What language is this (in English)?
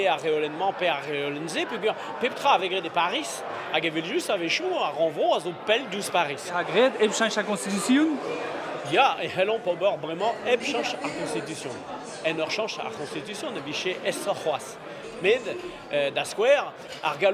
Breton